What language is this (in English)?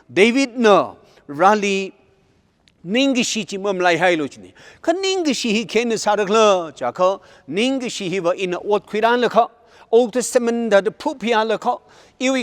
Tangkhul Naga (India)